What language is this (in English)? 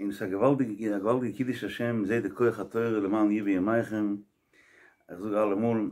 Yiddish